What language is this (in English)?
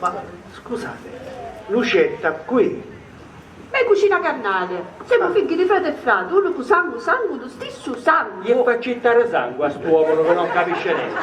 Sicilian